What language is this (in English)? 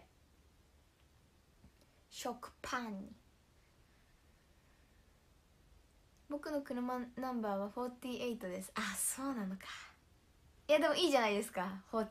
Japanese